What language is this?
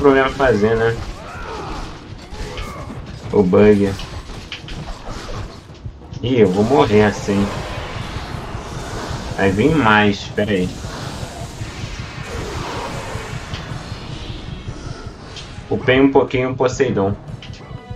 Portuguese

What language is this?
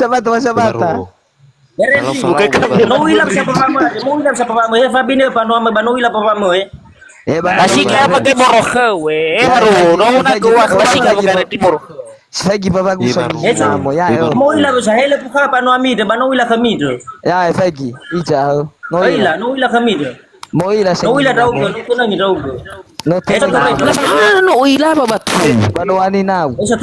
Nias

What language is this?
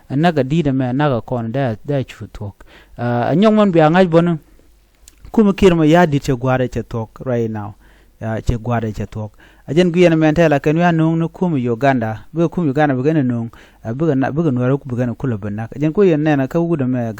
Nuer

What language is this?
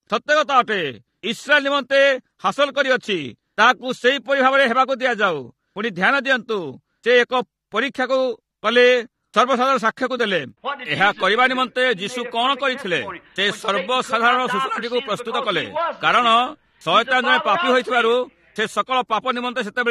Odia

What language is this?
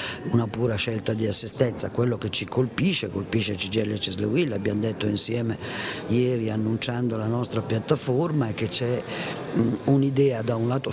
Italian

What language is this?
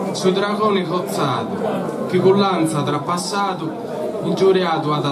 Sardinian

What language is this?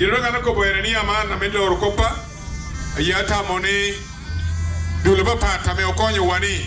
Acoli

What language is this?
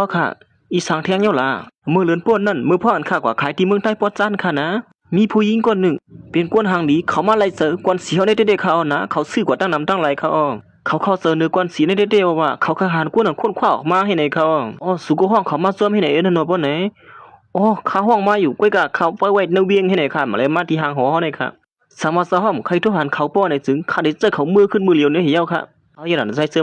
Shan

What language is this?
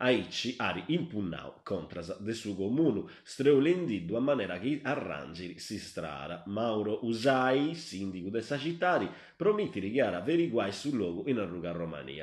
Sardinian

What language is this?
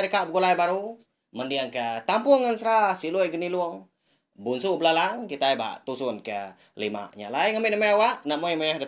Iban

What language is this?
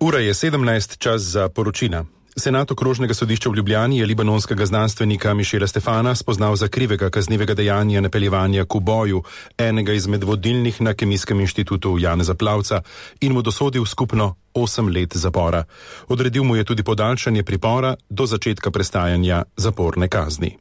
Slovenian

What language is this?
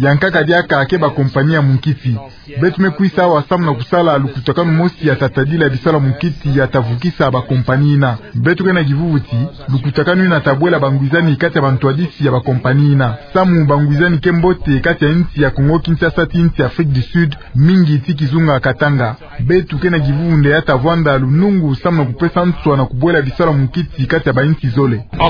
Kituba (Democratic Republic of Congo)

